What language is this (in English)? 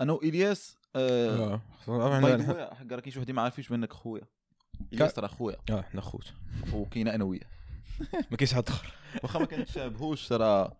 Moroccan Arabic